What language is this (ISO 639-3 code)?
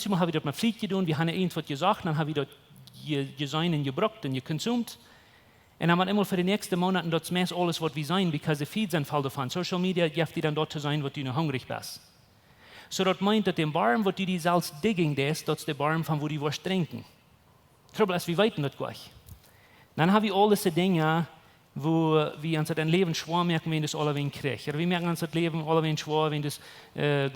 pdt